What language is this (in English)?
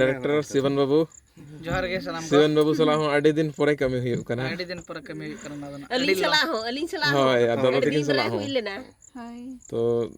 Santali